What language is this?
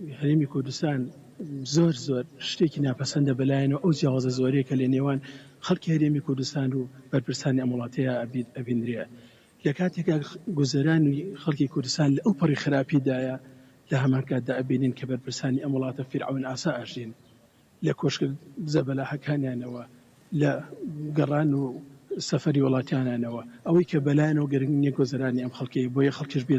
Central Kurdish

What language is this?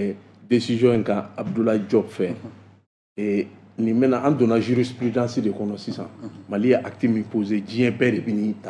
Bambara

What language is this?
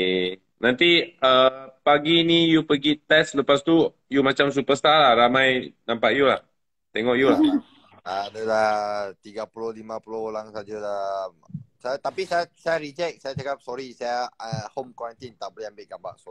Malay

